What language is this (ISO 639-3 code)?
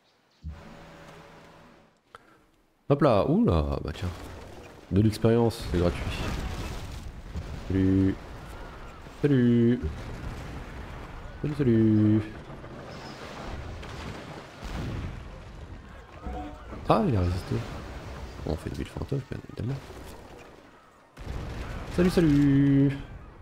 fra